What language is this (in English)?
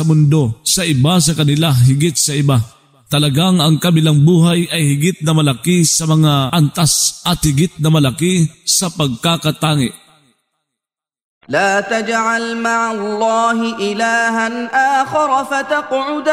Filipino